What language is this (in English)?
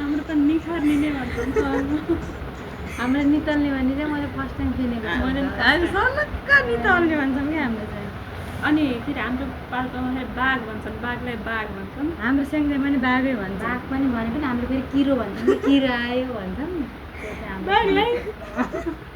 Nepali